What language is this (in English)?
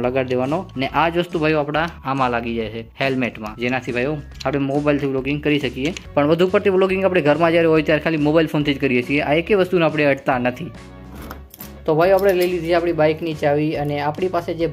Gujarati